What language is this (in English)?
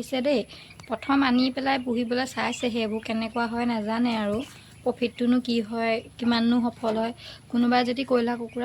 Assamese